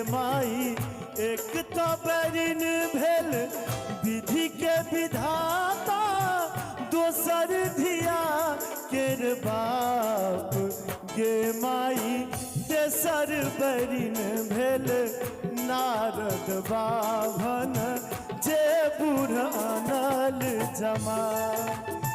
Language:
Maithili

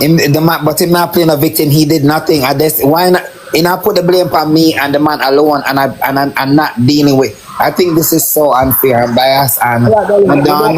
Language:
Jamaican Creole English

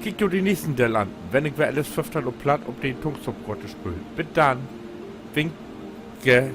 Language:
Low German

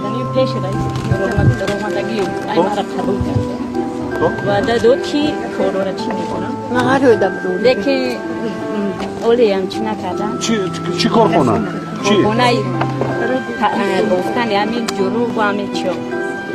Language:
Tajik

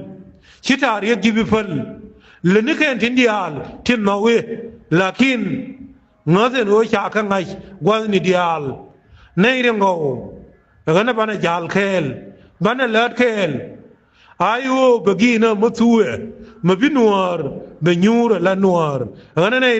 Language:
Nuer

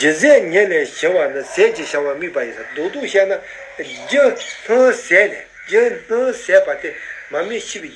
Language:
Tibetan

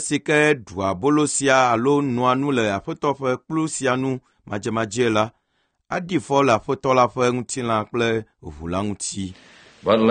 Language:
Ewe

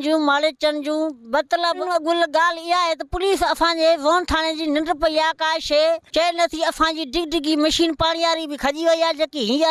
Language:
Sindhi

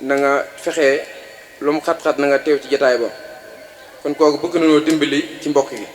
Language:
Wolof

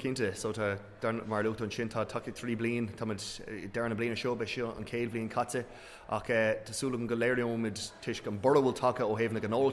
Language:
Irish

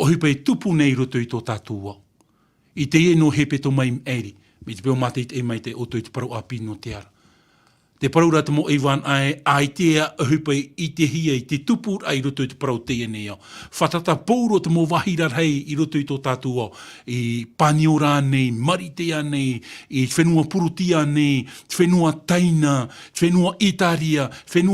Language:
Tahitian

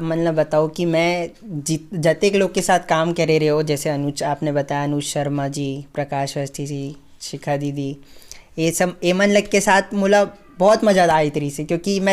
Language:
Chhattisgarhi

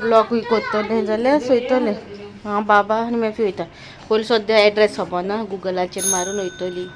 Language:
Konkani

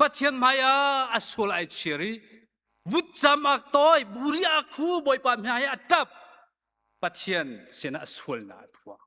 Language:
Hakha Chin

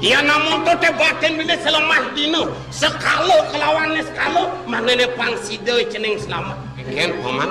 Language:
Balinese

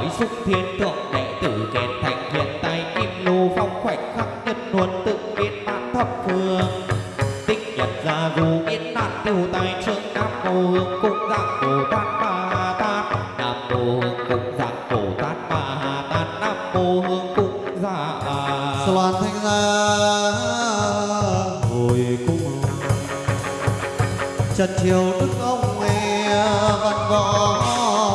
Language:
Vietnamese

